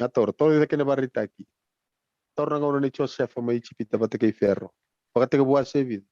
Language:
Fijian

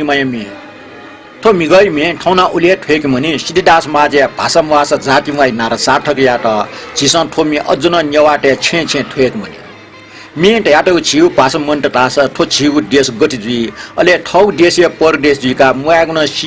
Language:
Newari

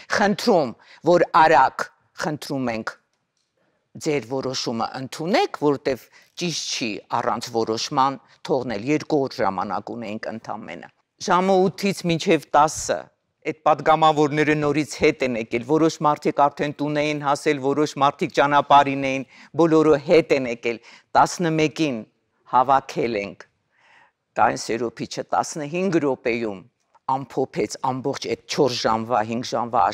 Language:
Armenian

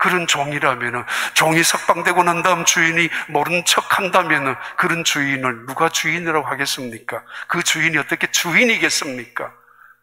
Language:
Korean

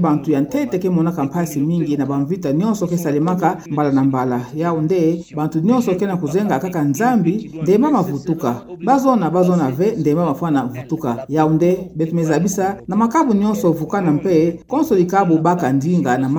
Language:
Kituba (Democratic Republic of Congo)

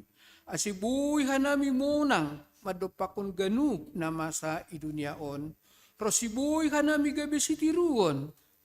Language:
Batak Simalungun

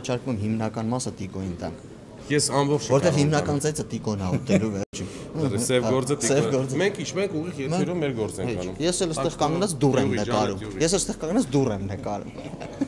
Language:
Armenian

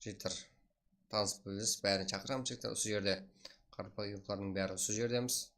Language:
Kara-Kalpak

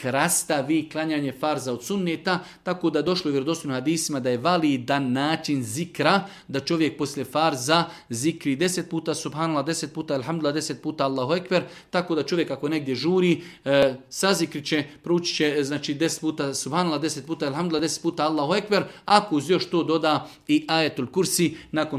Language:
Serbian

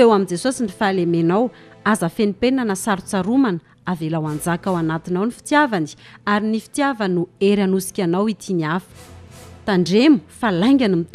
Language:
Malagasy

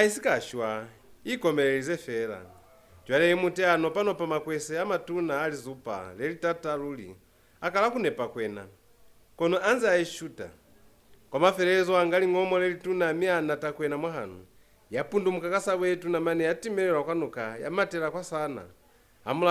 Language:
Lozi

